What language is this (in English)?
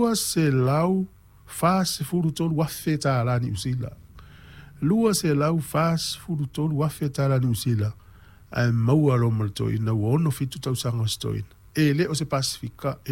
Samoan